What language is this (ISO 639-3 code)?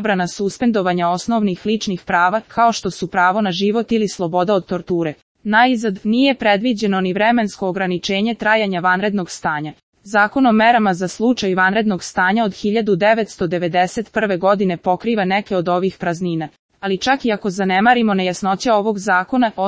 srp